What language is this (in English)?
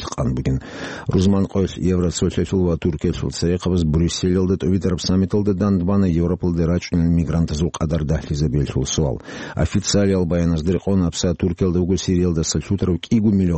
Avaric